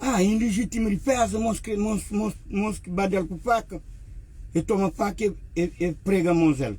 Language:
Kabuverdianu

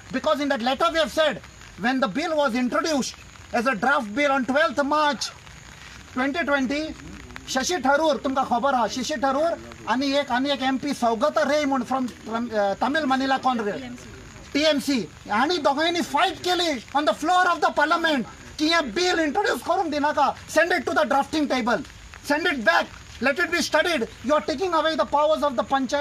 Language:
Konkani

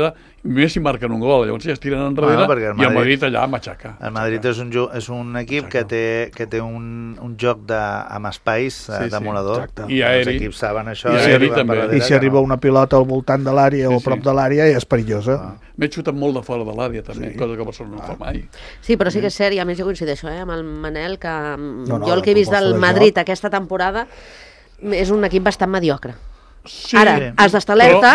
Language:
Catalan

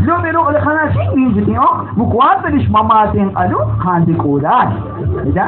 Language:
Kekchí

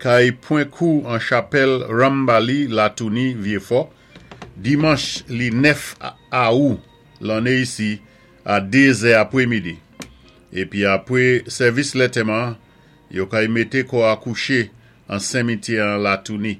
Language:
Saint Lucian Creole French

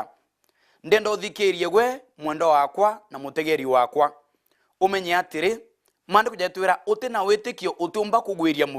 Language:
Meru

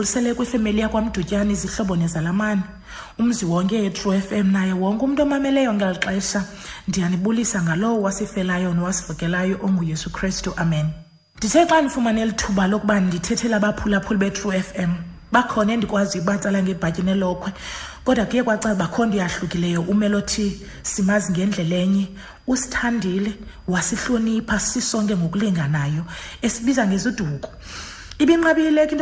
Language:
Xhosa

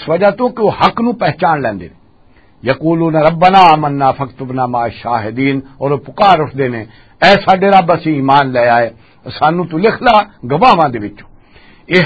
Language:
Western Panjabi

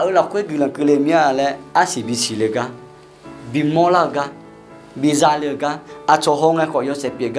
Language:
Akha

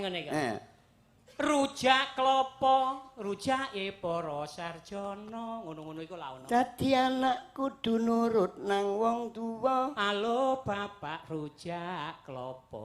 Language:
Javanese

